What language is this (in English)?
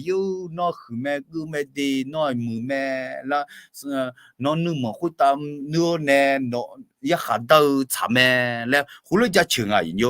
Akha